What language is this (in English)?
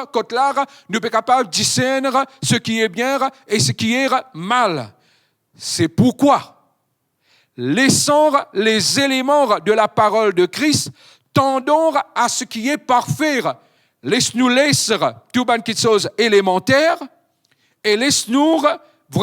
Morisyen